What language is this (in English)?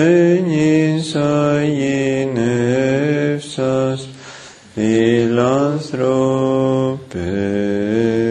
Greek